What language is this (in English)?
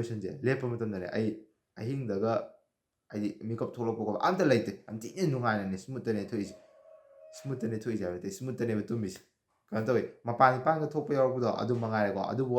Manipuri